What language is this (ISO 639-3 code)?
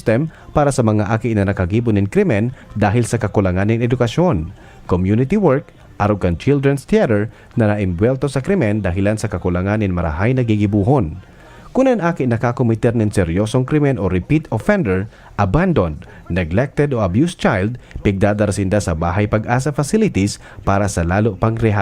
bik